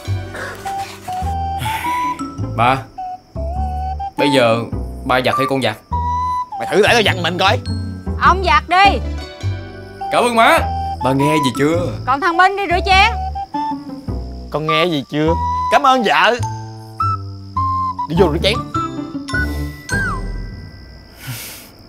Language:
Vietnamese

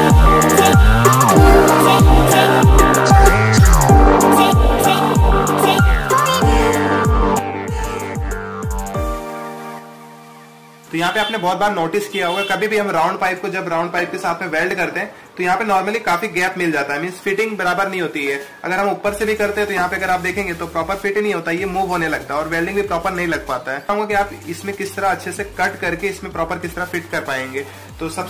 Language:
Hindi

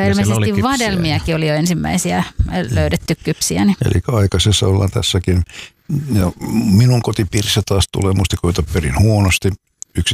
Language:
Finnish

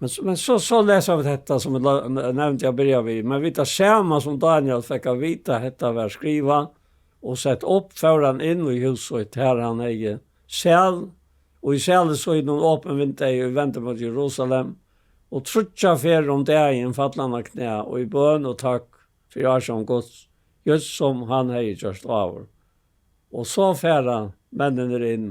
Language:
Faroese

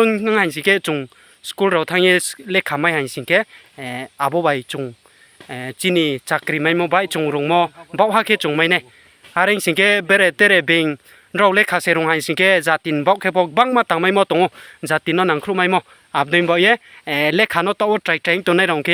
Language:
Riang (India)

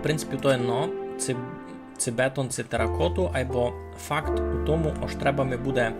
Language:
Rusyn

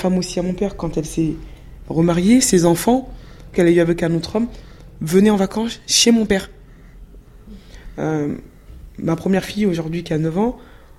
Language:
French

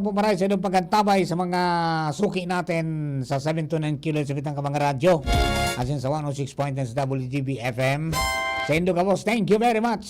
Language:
Bikol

